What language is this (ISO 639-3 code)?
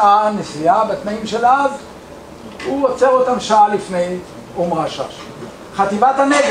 heb